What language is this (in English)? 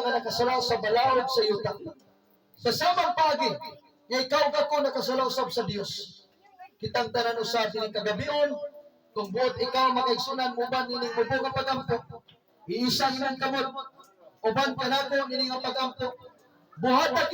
Cebuano